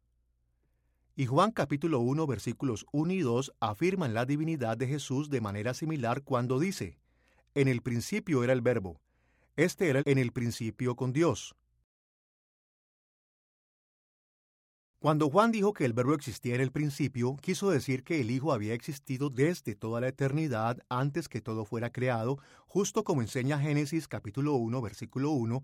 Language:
Spanish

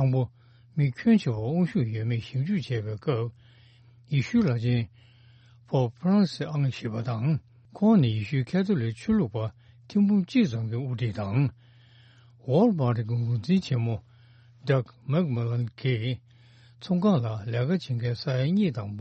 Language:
Tibetan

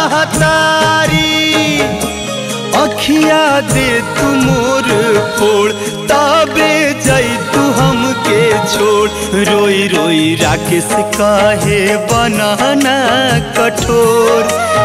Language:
Bhojpuri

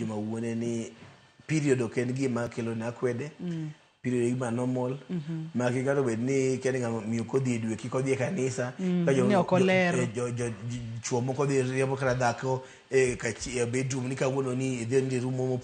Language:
Luo (Kenya and Tanzania)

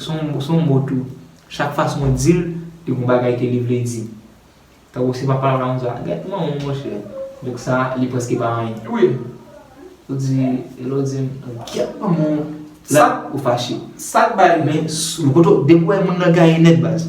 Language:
Haitian Creole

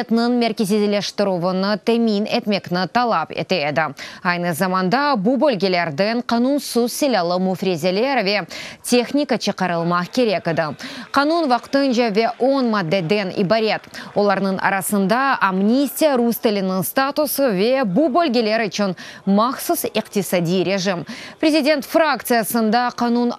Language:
Crimean Tatar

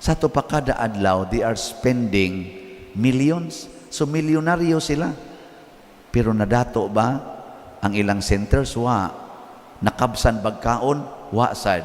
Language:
Cebuano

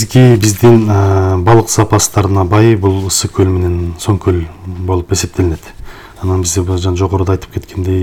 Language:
Kyrgyz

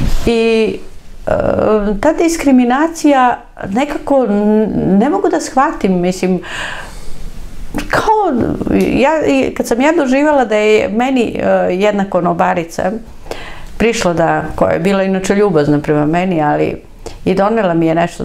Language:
Serbian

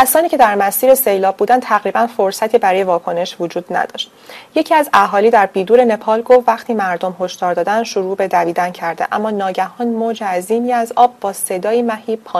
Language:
Persian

